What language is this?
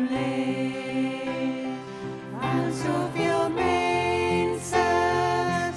Afrikaans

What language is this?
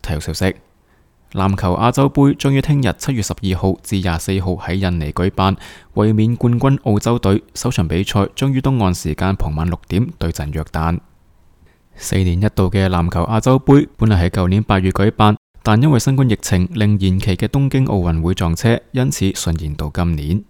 Cantonese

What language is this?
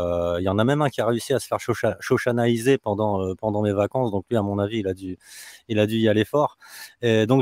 French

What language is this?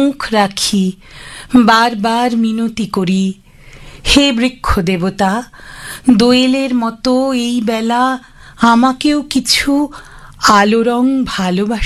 Bangla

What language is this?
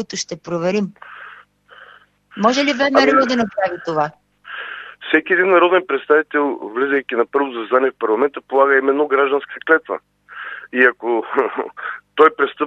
Bulgarian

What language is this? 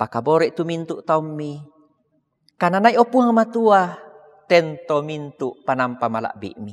Toraja-Sa'dan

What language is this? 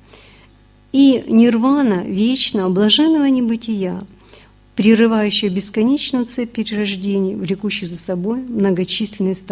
Russian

